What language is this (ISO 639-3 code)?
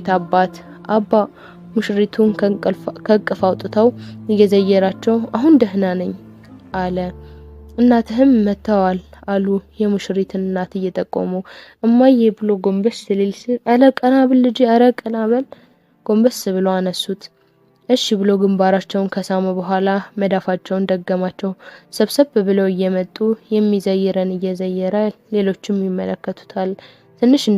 amh